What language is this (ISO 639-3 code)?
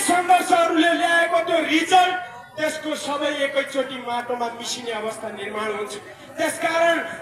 nep